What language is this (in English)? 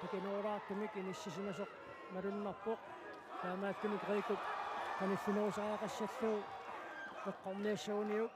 Kalaallisut